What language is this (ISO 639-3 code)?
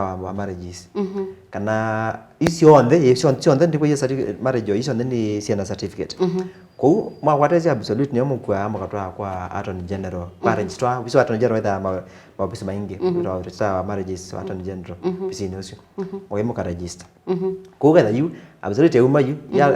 kam